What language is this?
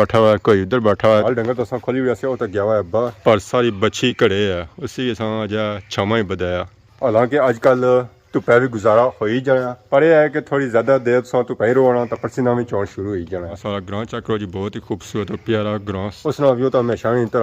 Pahari-Potwari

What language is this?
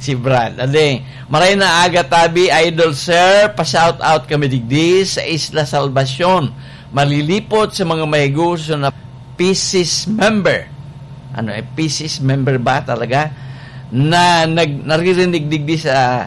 Bikol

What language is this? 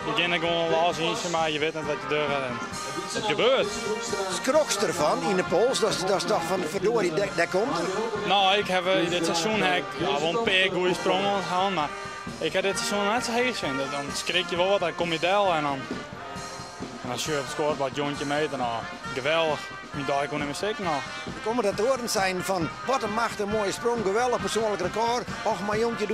Western Frisian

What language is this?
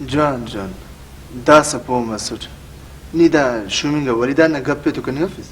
Brahui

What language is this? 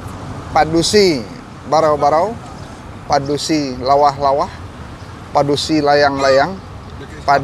Minangkabau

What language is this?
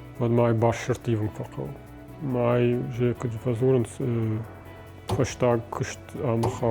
Ossetic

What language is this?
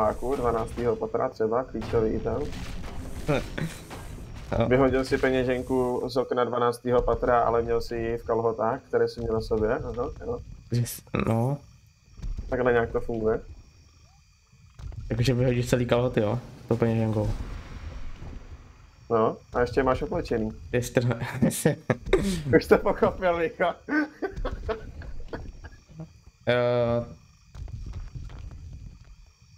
Czech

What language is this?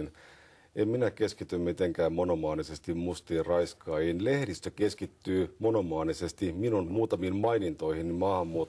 Finnish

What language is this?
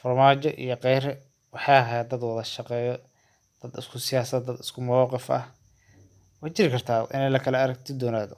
Somali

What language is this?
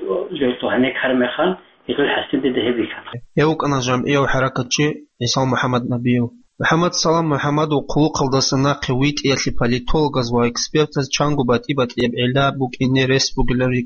Avaric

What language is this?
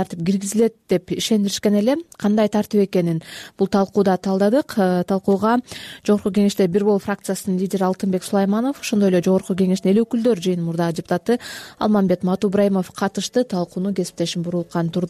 Kyrgyz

